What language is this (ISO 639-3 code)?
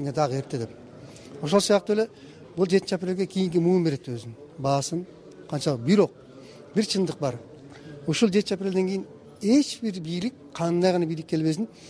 kir